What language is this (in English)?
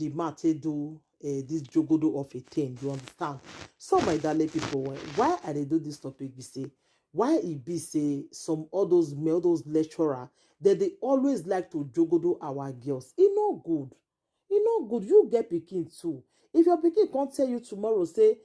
Nigerian Pidgin